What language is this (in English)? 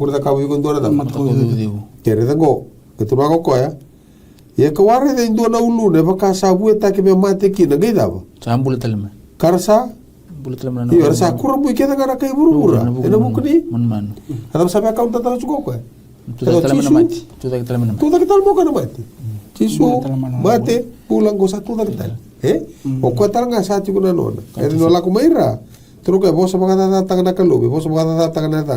Fijian